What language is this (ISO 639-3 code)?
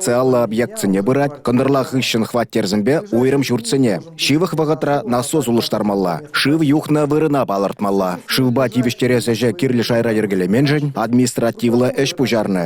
chv